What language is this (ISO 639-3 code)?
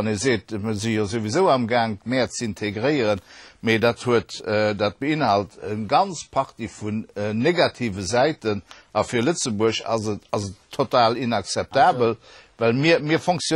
ltz